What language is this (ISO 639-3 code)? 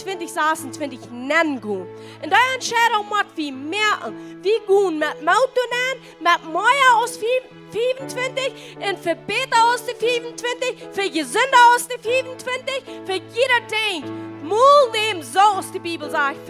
pdt